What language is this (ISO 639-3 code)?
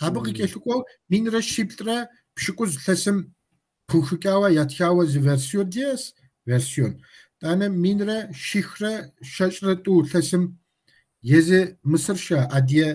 kbd